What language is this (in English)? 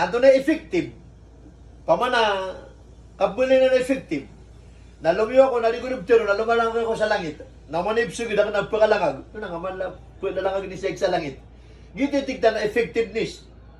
Maranao